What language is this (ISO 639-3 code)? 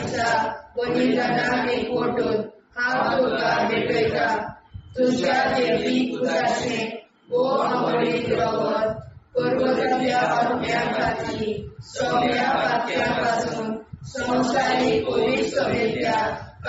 kok